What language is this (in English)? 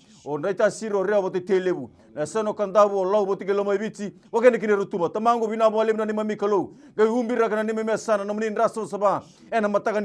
Fijian